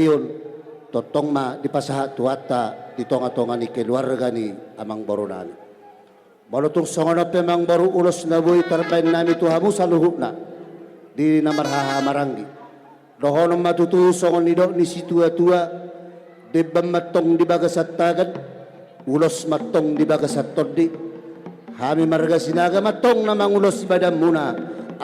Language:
Batak Toba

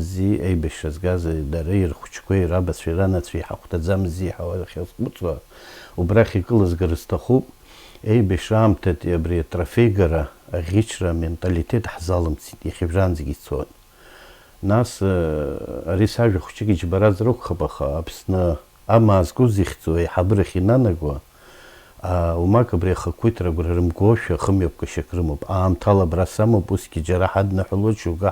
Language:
Abkhazian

